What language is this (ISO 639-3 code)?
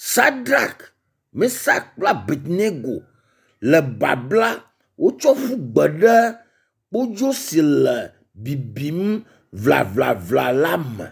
ewe